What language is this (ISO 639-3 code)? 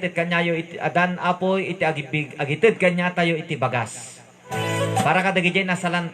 ilo